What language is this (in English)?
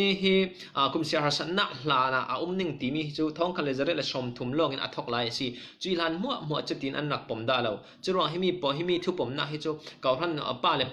Falam Chin